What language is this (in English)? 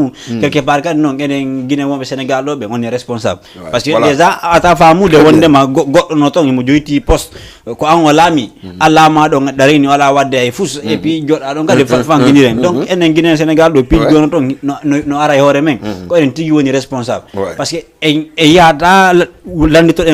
Fula